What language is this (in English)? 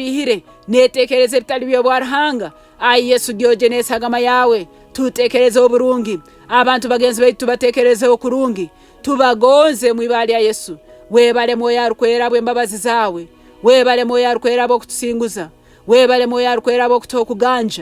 Nyoro